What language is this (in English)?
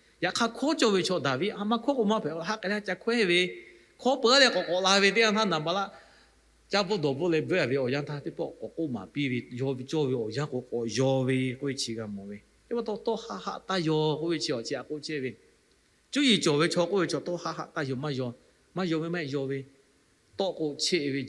Lahu